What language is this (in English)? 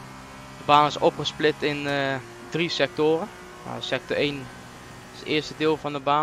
Dutch